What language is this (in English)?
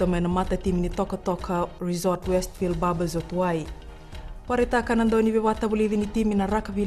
Fijian